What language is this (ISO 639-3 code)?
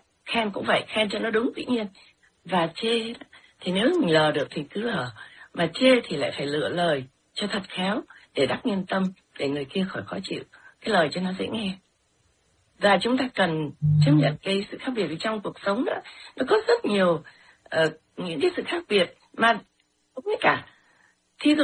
vie